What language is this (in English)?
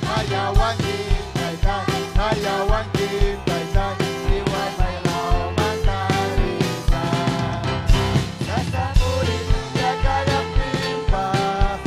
Ayacucho Quechua